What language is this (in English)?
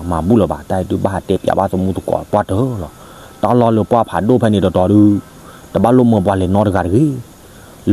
S'gaw Karen